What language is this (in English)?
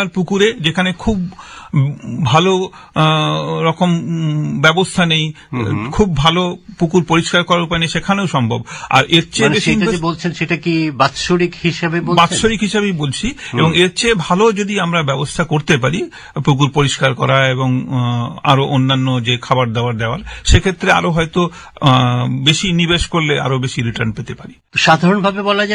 Bangla